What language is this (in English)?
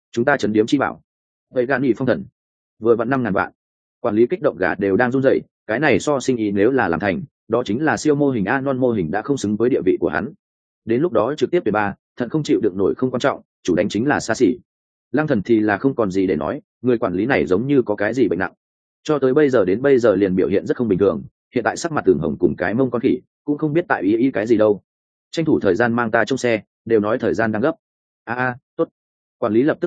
Vietnamese